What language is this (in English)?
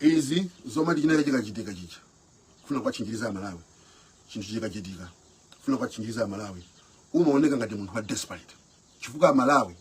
Nyanja